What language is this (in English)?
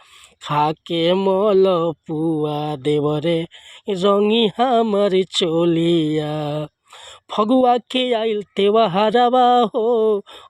Bhojpuri